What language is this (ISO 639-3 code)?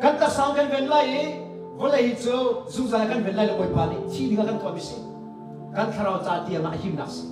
cnh